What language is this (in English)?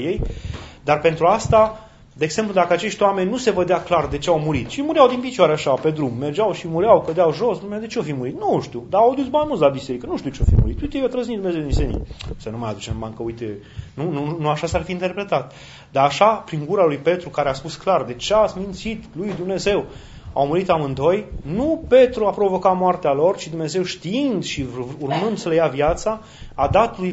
Romanian